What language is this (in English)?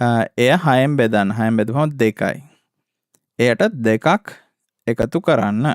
Sinhala